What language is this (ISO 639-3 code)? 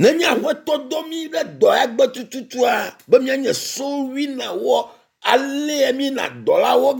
ewe